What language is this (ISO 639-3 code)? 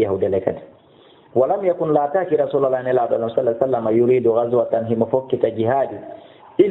ful